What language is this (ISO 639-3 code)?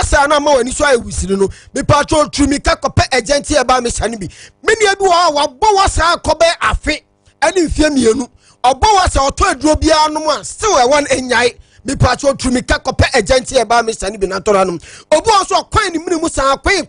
aka